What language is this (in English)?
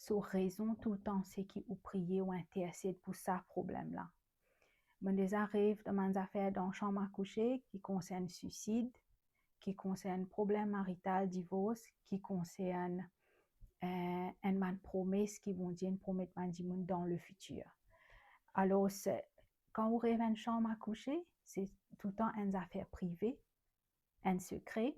Morisyen